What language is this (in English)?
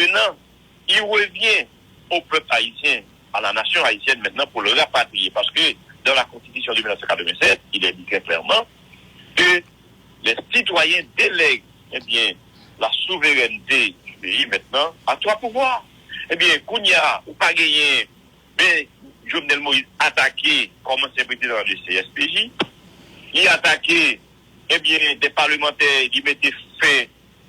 Haitian Creole